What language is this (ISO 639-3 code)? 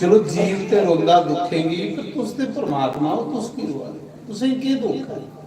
doi